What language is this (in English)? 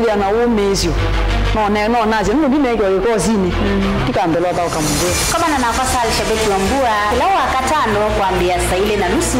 Kamba